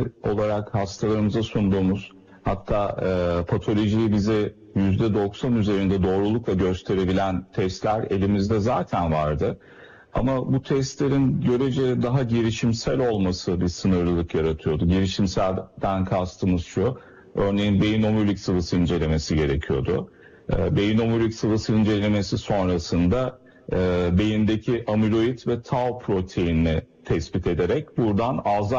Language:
Turkish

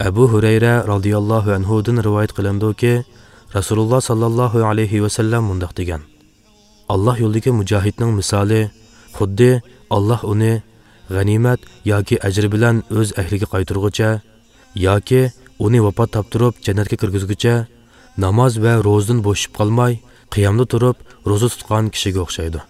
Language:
Uyghur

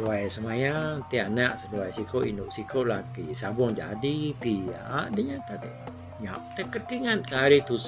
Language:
Iban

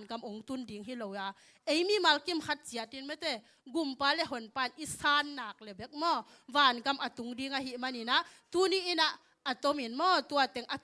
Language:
Tedim Chin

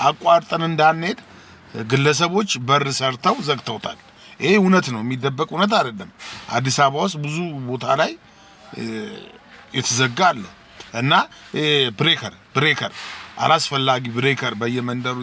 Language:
Amharic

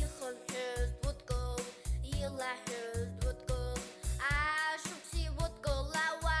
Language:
Abkhazian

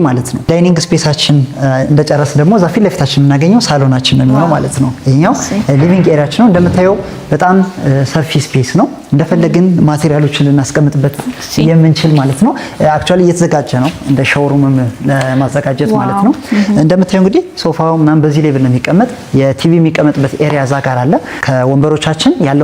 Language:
Amharic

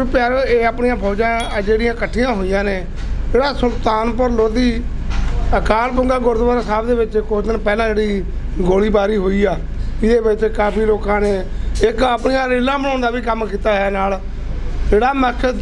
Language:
Punjabi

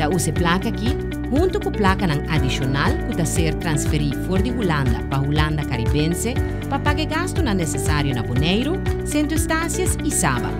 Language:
Papiamento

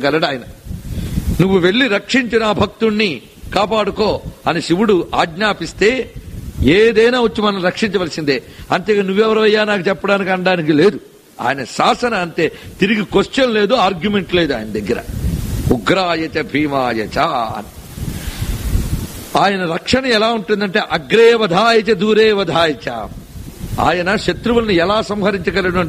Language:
Telugu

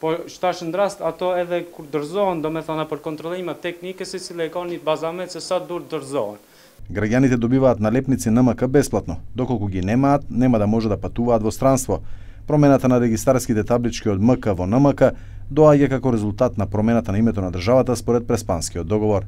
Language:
Macedonian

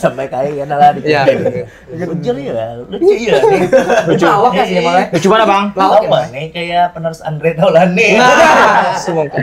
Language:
Banjar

